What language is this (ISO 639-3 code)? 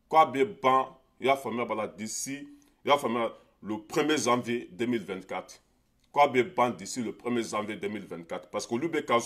bam